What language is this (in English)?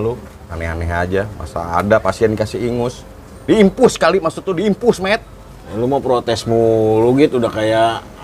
Betawi